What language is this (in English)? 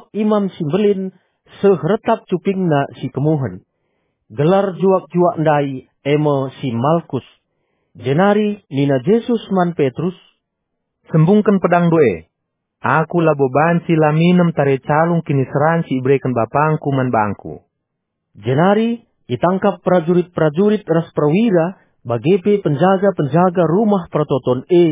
Batak Karo